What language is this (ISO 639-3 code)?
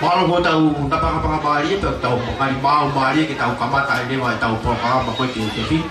ton